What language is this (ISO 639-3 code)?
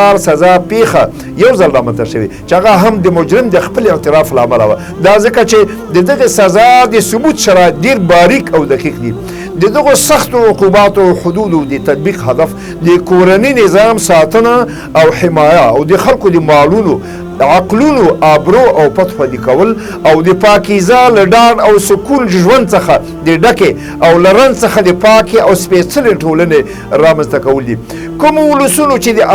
pus